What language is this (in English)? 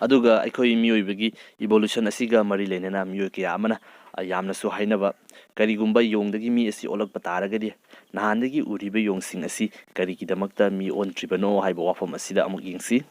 Manipuri